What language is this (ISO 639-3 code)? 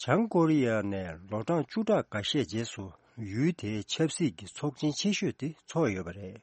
bod